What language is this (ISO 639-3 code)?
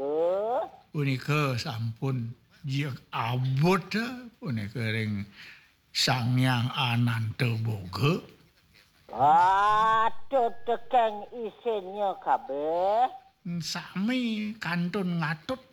ban